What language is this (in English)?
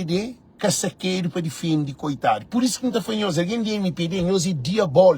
Kabuverdianu